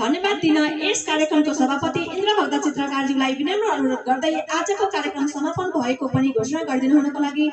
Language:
Nepali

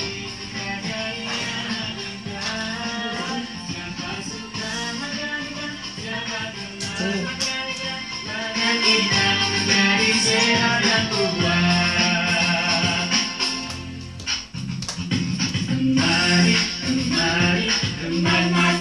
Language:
Indonesian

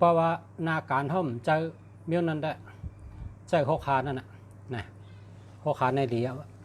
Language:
Shan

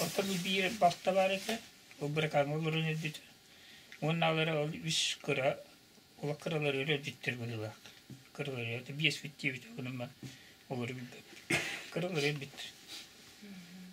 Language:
Yakut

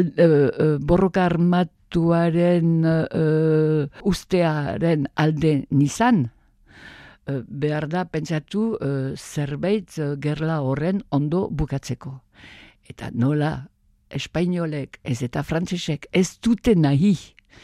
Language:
Basque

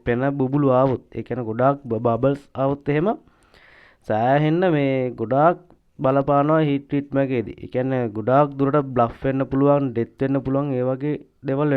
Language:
Sinhala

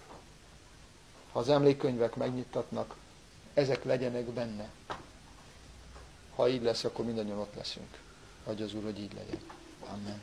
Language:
Hungarian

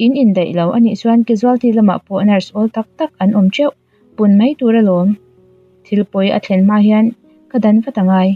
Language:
Mizo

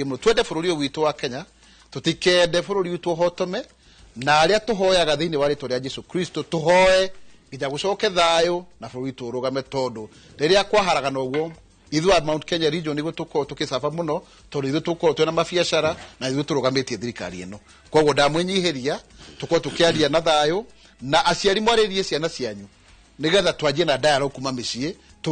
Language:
Kikuyu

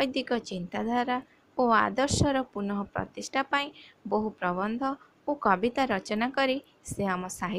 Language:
Odia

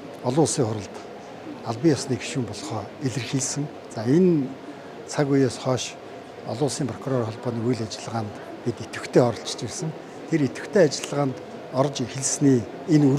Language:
Mongolian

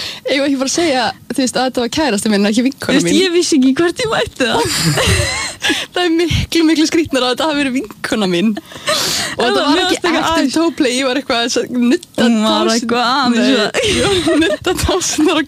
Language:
Icelandic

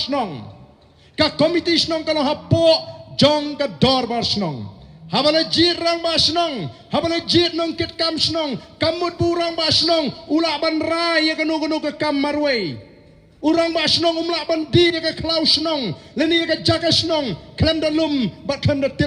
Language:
Khasi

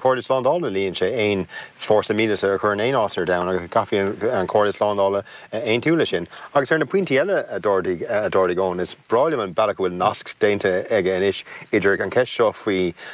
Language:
Irish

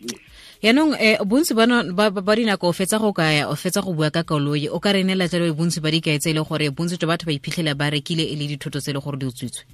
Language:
Tswana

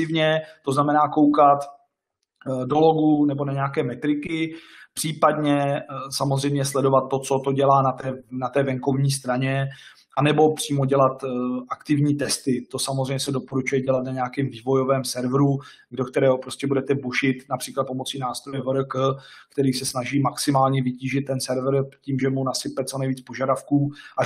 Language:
Czech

